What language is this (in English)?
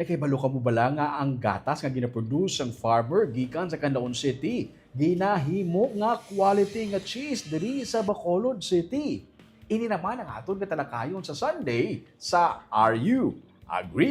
Hiligaynon